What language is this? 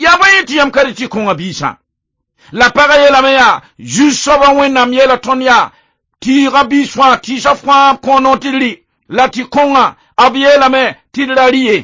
Mossi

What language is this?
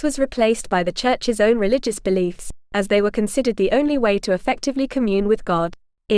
English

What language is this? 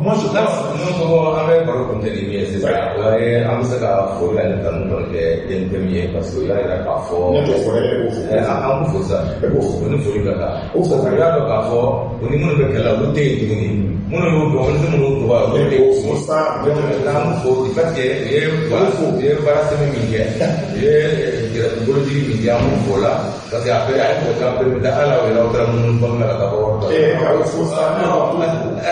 Bambara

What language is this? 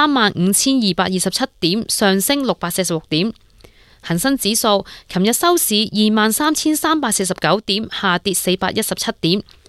Cantonese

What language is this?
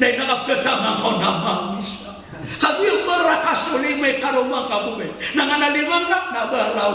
Maranao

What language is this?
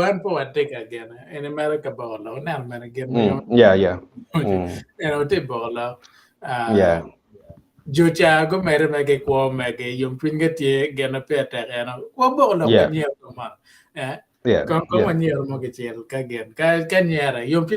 Acoli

